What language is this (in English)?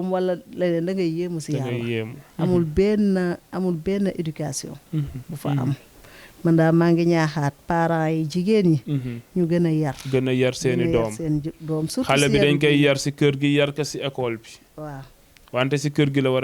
Wolof